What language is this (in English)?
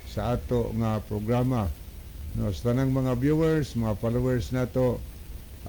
Cebuano